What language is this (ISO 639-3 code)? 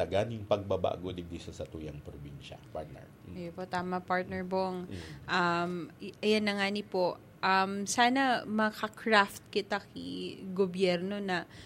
bik